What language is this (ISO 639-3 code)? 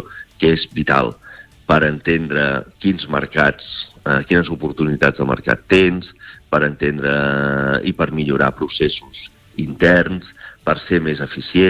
cat